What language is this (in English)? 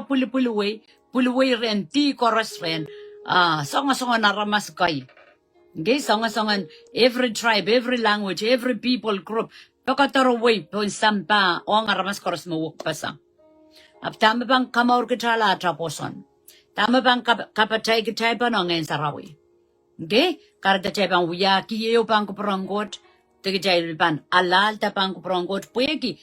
Pohnpeian